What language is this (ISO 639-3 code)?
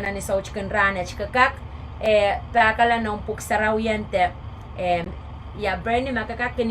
pon